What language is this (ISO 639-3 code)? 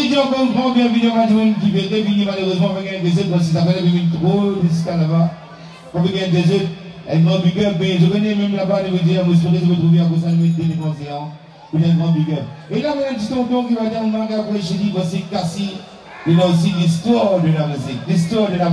mfe